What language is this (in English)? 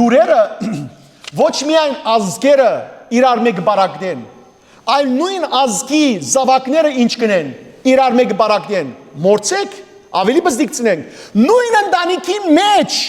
Western Armenian